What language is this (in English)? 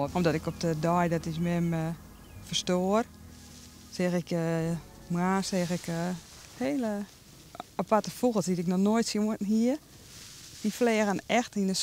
Western Frisian